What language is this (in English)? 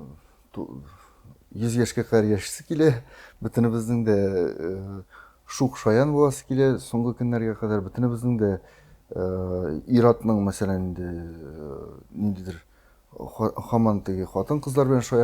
Tatar